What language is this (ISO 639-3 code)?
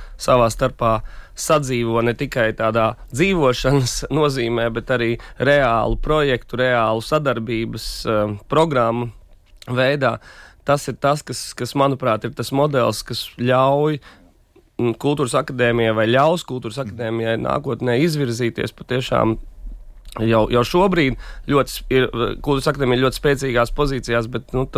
lav